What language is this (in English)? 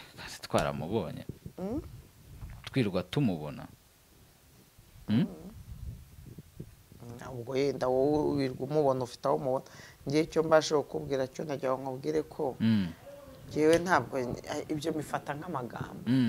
Kinyarwanda